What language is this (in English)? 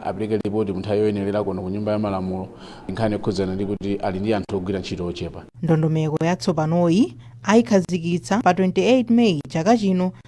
Nyanja